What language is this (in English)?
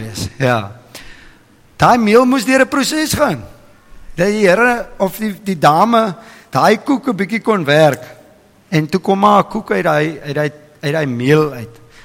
Afrikaans